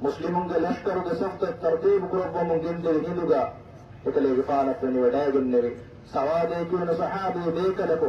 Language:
Divehi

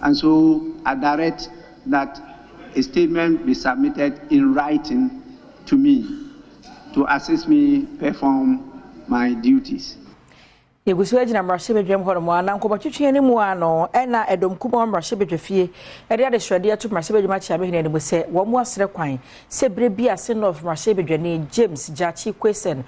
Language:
Akan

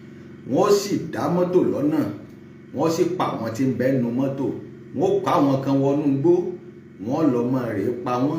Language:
Yoruba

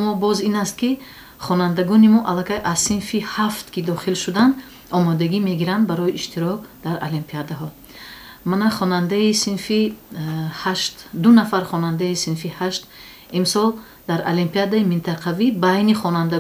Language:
Tajik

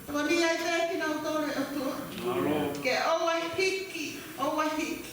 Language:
Tongan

